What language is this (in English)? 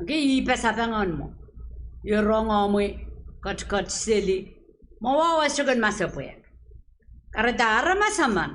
Pohnpeian